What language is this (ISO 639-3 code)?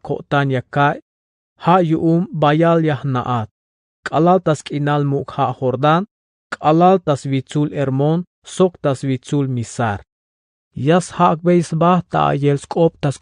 tzh